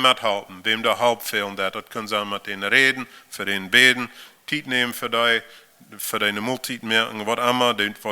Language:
Plautdietsch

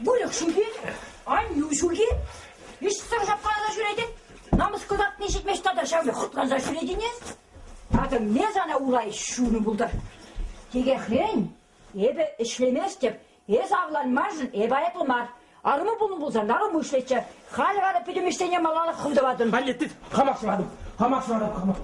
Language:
Chuvash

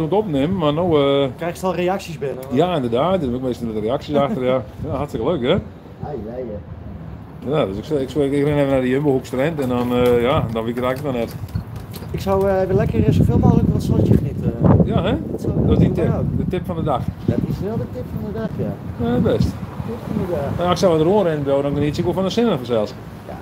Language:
Western Frisian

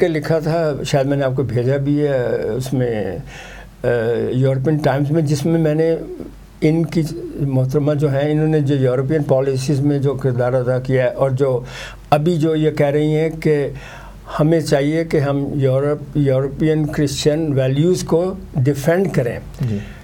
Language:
Urdu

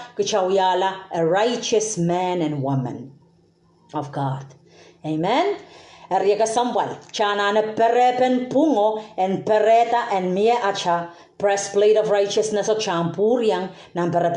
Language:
Pohnpeian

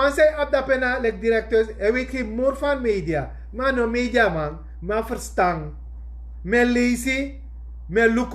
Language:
Sranan Tongo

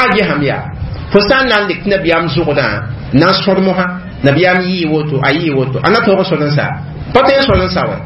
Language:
Mossi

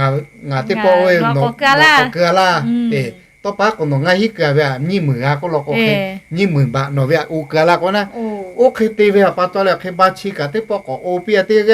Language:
Lahu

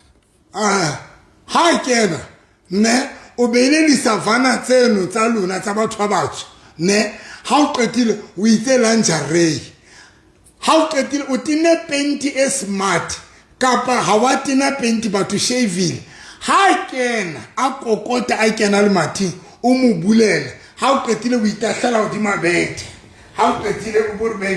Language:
Southern Sotho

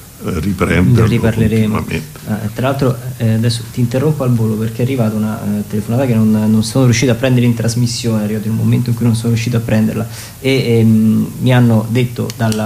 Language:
Italian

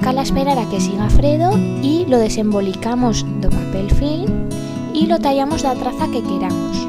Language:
Aragonese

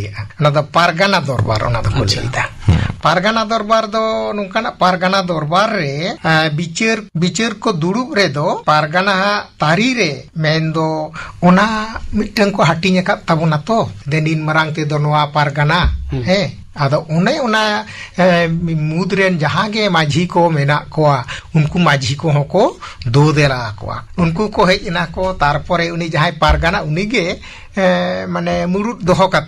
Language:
Santali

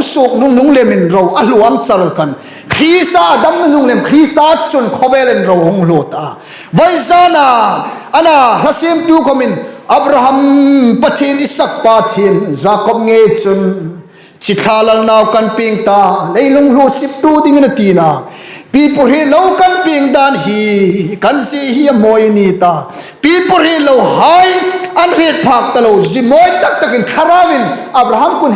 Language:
Hmar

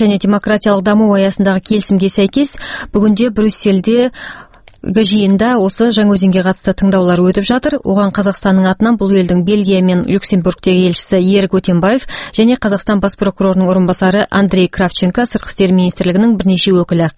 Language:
Kazakh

